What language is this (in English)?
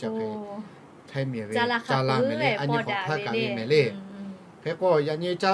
Lahu